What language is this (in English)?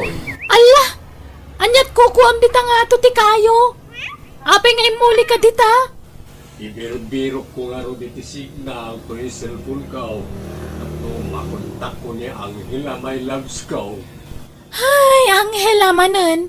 Iloko